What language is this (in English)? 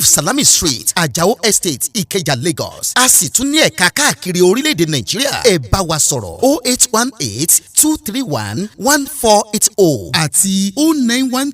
Yoruba